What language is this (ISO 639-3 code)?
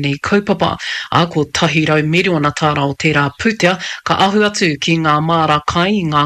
mri